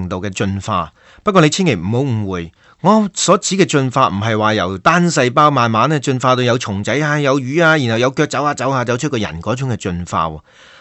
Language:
Cantonese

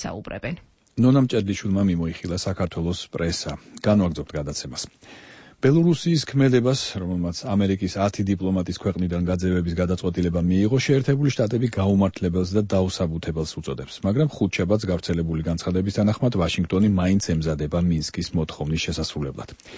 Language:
Georgian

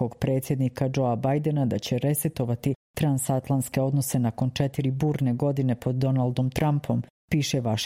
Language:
Serbian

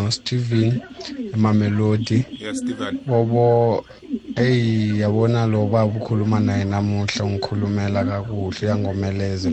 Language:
South Ndebele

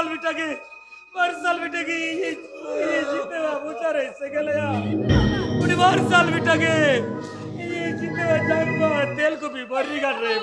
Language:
Santali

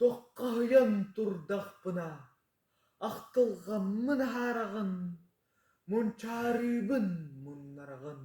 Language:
Yakut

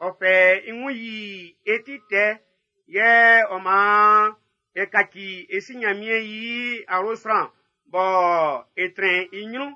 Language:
Baoulé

